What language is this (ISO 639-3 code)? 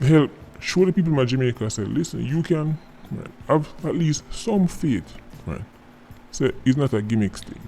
jam